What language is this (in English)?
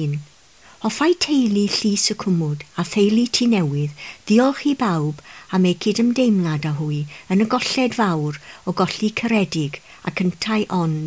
Welsh